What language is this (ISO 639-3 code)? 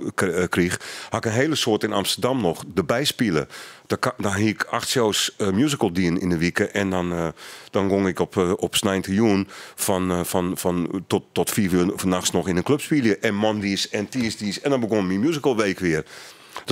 nld